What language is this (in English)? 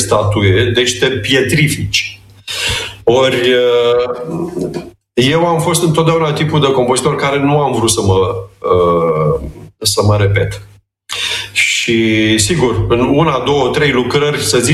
Romanian